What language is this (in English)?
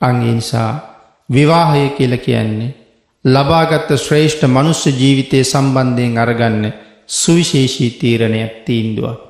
Sinhala